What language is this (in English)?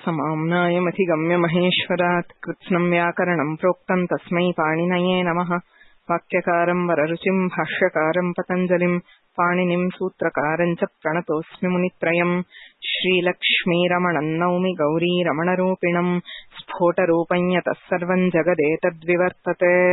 Sanskrit